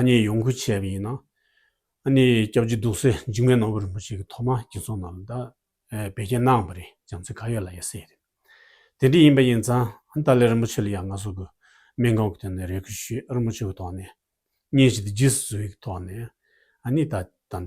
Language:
Tibetan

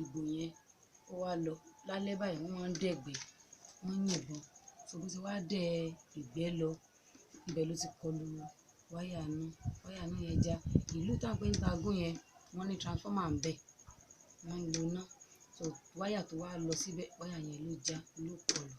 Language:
Yoruba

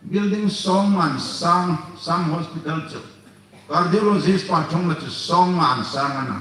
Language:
Hmar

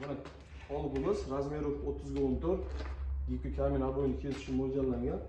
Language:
Uzbek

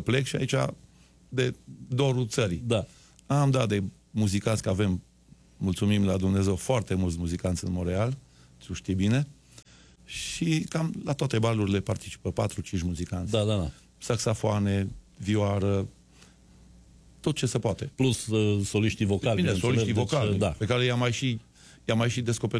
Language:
Romanian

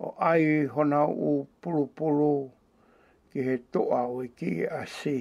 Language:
Tongan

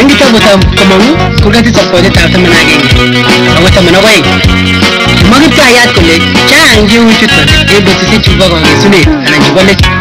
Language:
Kalenjin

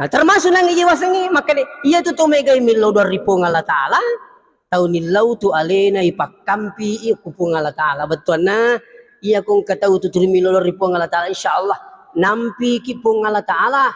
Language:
Buginese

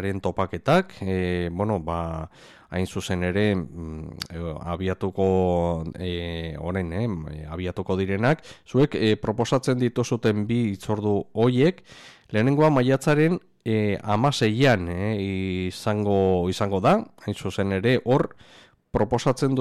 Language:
Basque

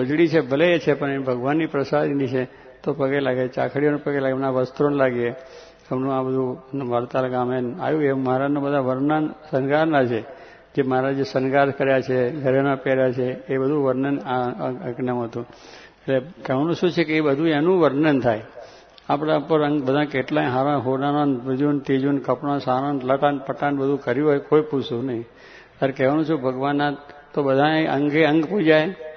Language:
Gujarati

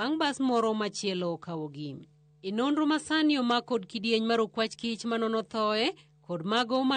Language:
Luo (Kenya and Tanzania)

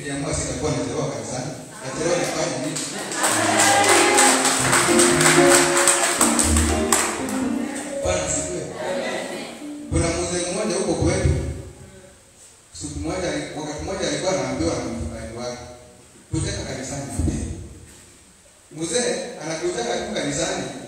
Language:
Swahili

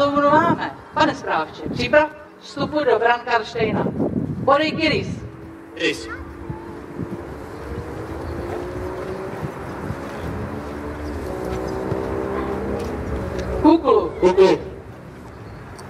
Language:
Czech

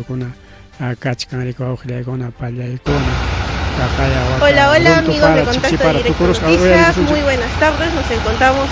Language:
Ayacucho Quechua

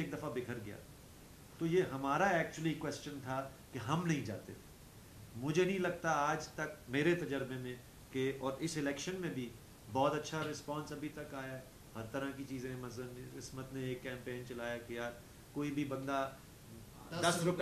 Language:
Urdu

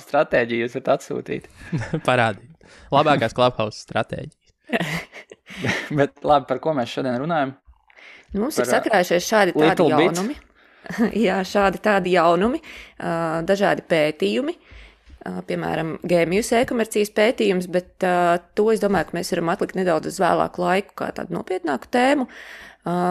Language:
Latvian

